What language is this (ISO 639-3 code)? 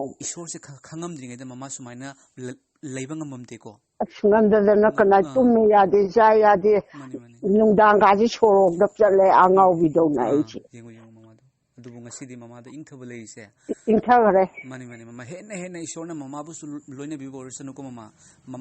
mni